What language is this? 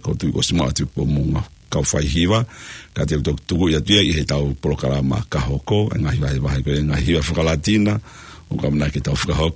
Tongan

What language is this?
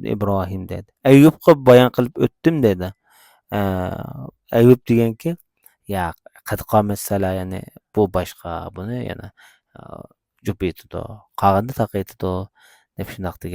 Uyghur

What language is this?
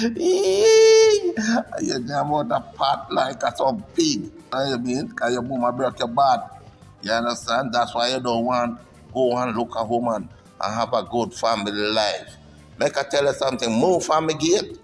Jamaican Creole English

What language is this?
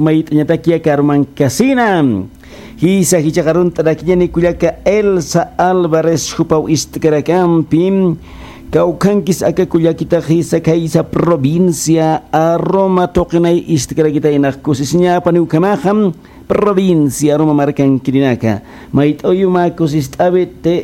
Aymara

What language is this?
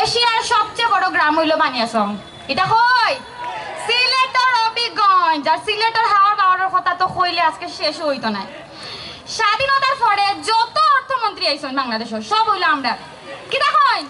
Sylheti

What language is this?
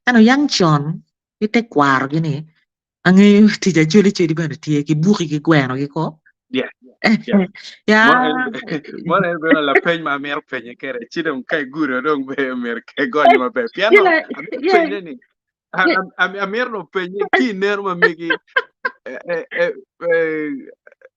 Acoli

